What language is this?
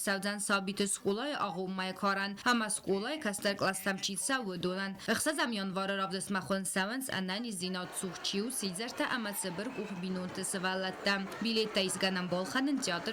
Ossetic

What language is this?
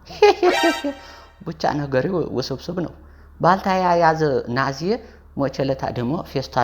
Amharic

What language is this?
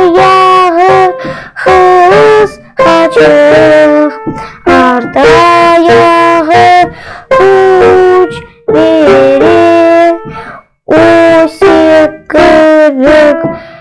Crimean Tatar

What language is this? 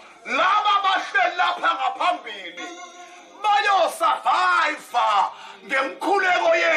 Zulu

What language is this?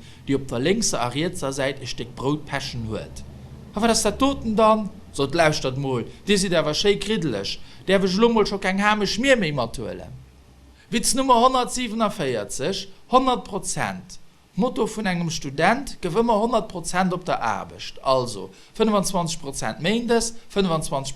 Luxembourgish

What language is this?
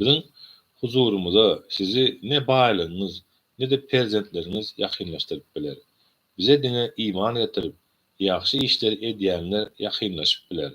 Turkmen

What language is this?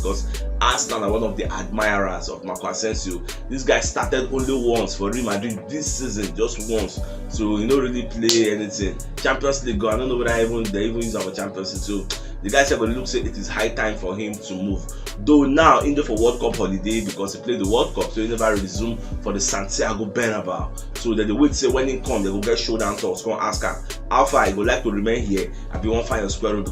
Nigerian Pidgin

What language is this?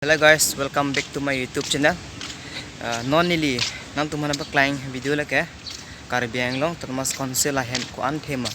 Karbi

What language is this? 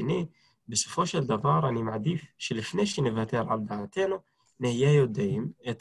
Hebrew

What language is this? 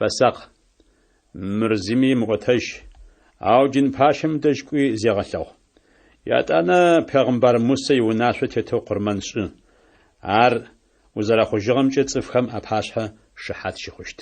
Adyghe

